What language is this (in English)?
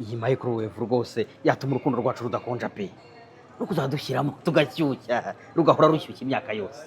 Kinyarwanda